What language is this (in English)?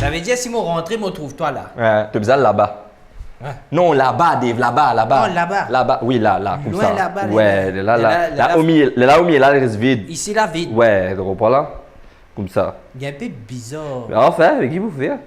Morisyen